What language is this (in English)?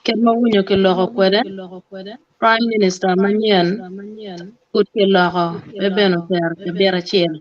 Acoli